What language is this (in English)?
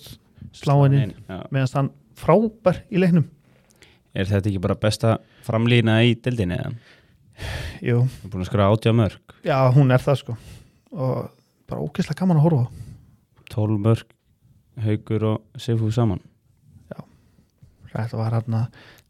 Icelandic